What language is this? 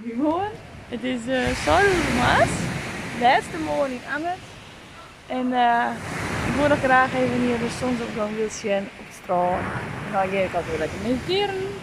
Western Frisian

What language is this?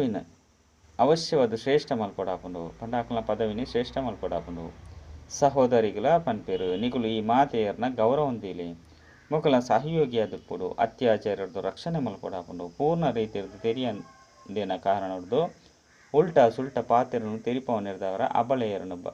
Tulu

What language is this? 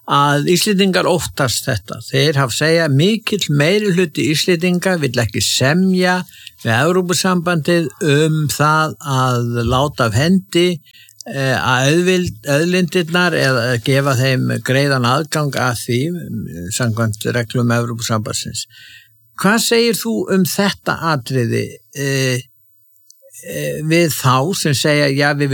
Icelandic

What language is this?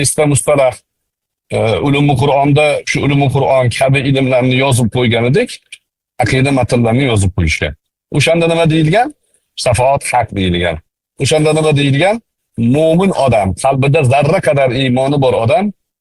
Uzbek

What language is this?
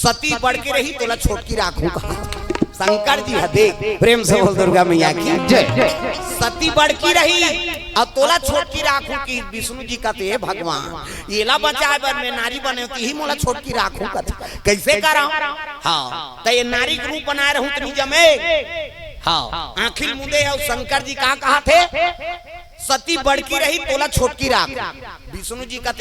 Chhattisgarhi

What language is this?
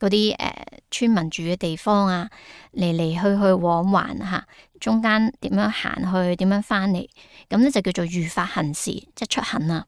Cantonese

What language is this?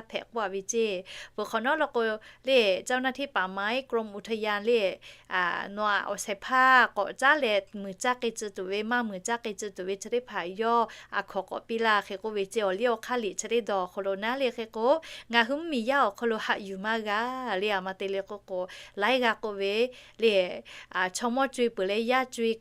Lahu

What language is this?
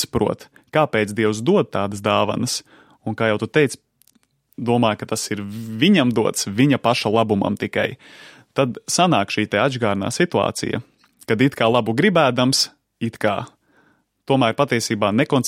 Latvian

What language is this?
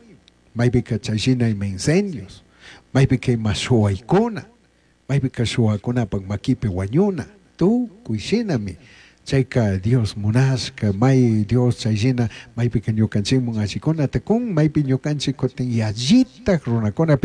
Chimborazo Highland Quichua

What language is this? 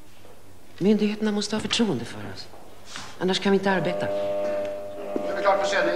Swedish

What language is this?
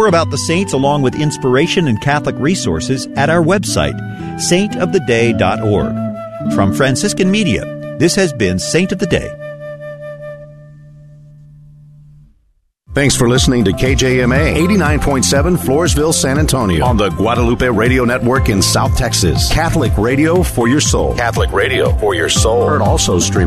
English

